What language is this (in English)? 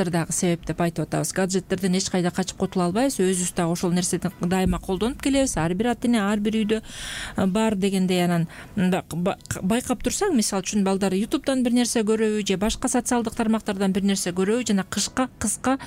Kyrgyz